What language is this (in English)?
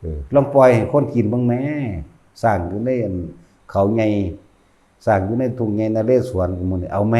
Northeastern Thai